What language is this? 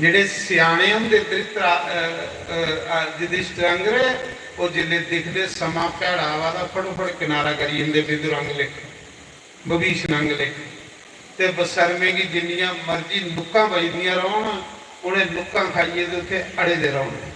Dogri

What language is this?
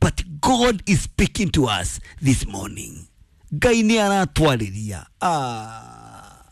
Kikuyu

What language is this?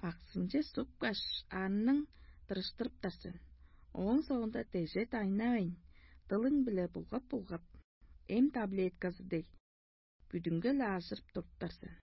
Tuvinian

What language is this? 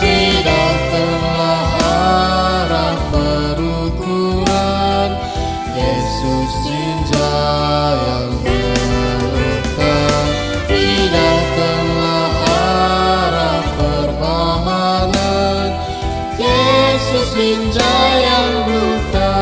Batak Karo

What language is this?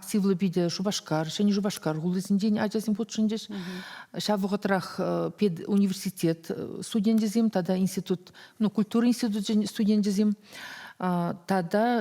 Chuvash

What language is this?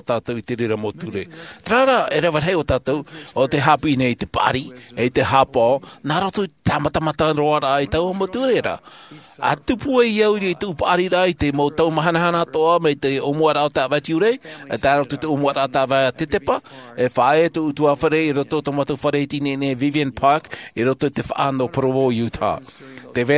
Tahitian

